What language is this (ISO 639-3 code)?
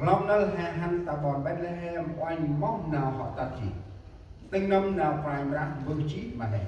cmo